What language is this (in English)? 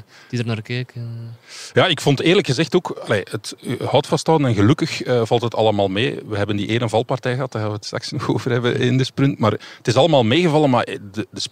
Dutch